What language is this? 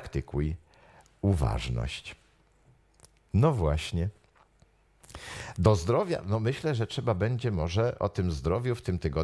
Polish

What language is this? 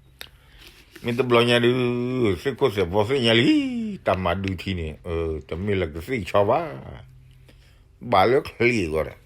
S'gaw Karen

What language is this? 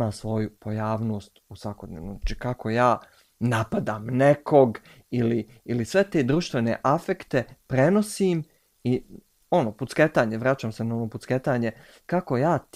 Bosnian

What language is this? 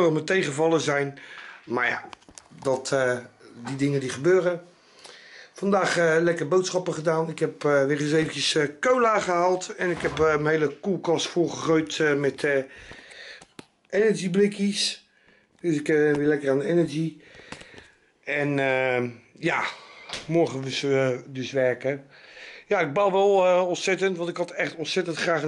Dutch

